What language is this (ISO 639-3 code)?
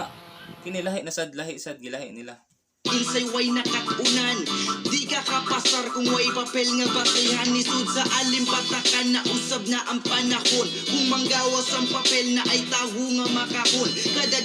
ceb